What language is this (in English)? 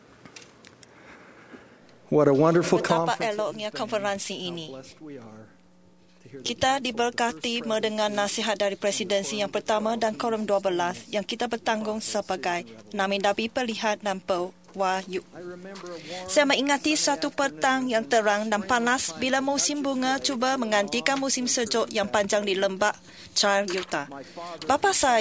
Malay